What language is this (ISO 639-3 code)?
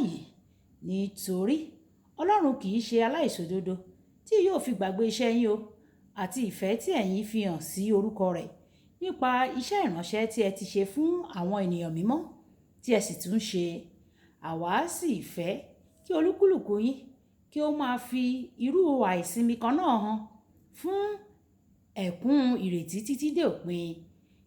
yor